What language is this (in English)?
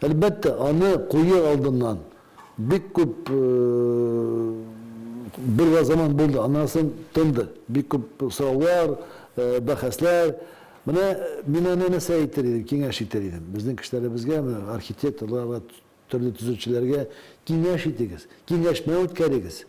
Tatar